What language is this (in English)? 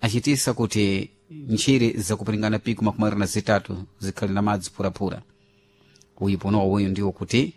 Sena